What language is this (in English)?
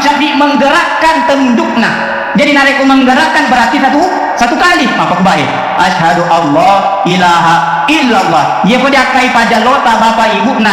Buginese